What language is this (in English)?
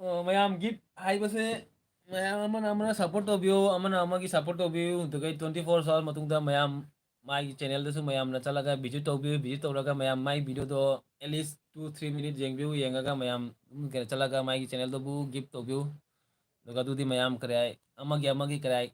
Manipuri